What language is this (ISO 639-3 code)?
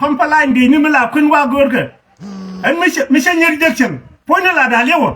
nus